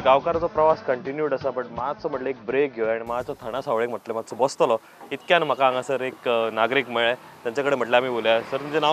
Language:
Konkani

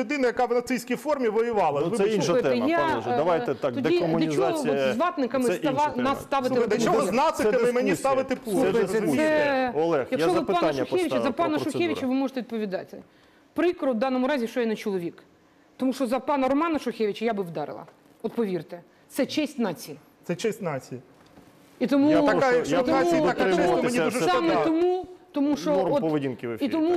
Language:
Ukrainian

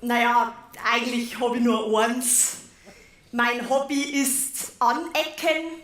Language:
Bavarian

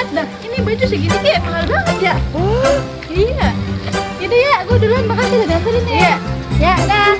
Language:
Betawi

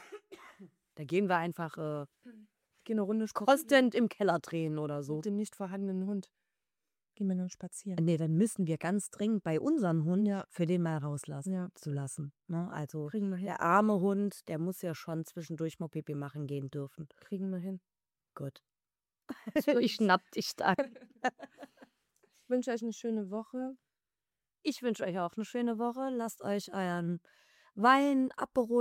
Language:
German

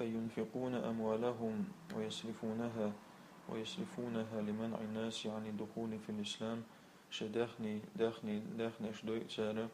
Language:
Chechen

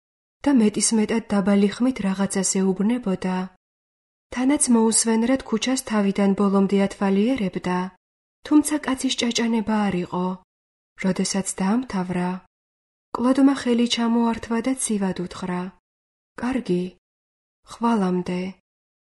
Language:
Georgian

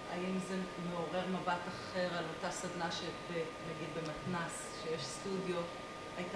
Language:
Hebrew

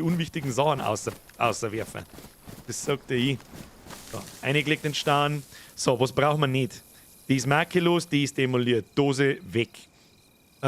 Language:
Bavarian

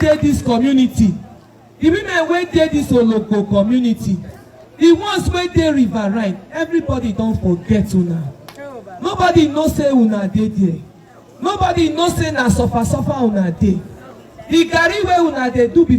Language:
Nigerian Pidgin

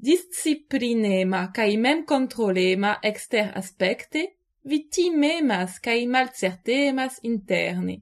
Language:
Esperanto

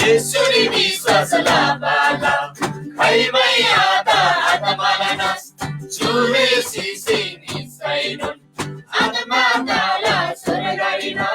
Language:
Eastern Tamang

